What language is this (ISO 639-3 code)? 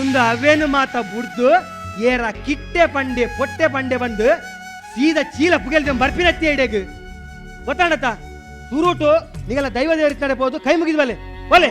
tcy